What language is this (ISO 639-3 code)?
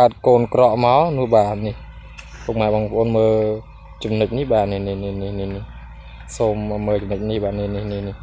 khm